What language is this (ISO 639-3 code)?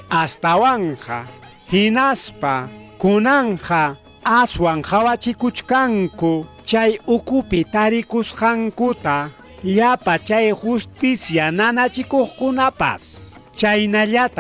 quy